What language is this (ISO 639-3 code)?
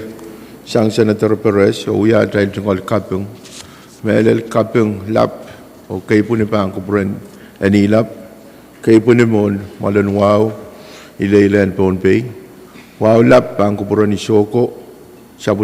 pon